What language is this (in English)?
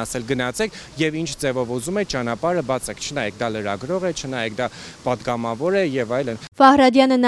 Armenian